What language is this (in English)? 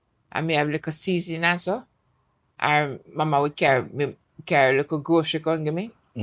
Jamaican Creole English